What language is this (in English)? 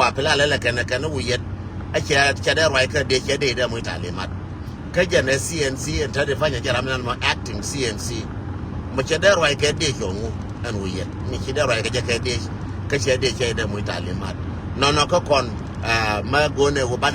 Nuer